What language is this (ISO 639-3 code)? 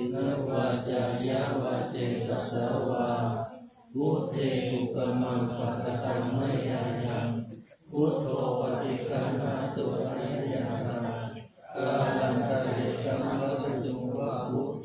pli